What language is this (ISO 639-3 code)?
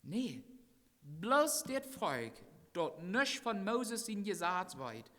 pdt